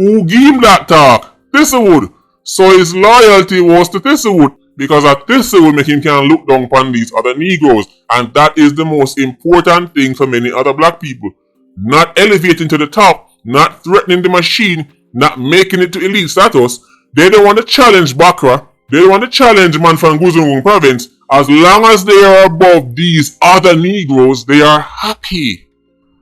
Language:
Jamaican Creole English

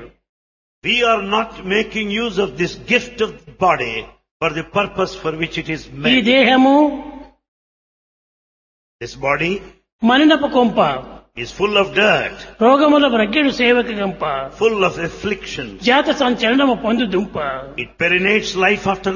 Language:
Telugu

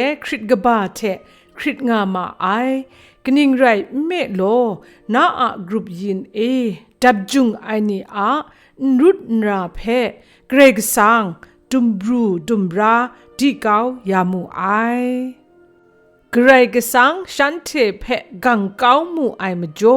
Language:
Kachin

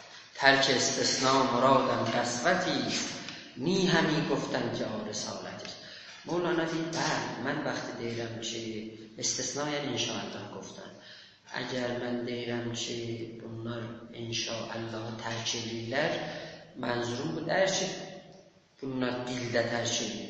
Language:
South Azerbaijani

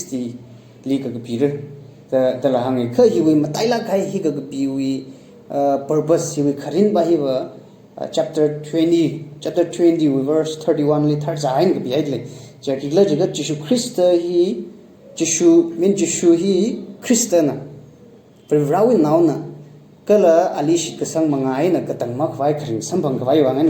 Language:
Tangkhul Naga (India)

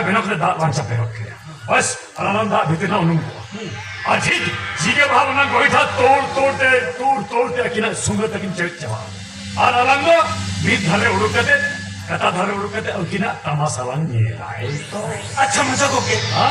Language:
Santali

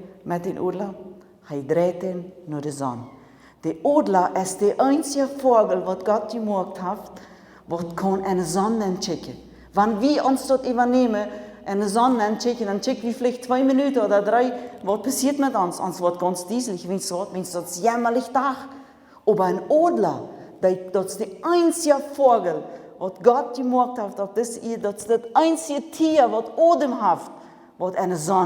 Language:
Plautdietsch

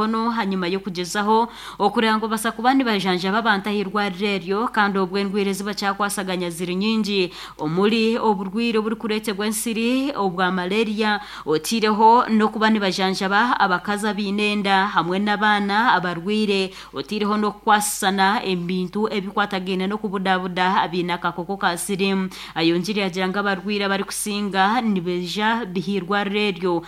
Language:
Nyankole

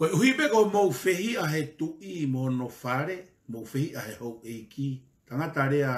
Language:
Tongan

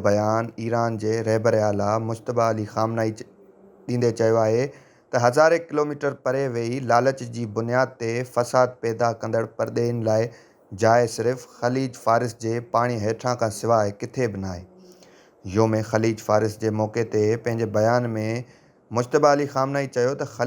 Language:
Sindhi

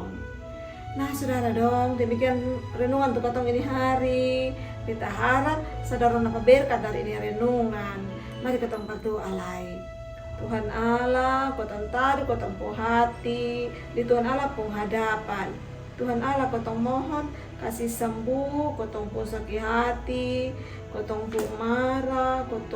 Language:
Kupang Malay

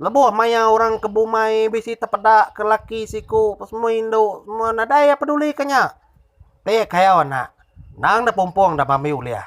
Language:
Iban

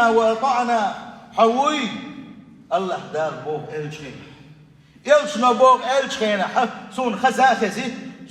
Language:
Chechen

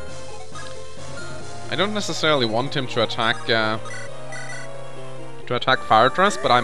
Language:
English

